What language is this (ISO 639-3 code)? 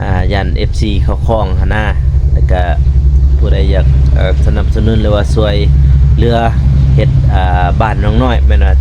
lao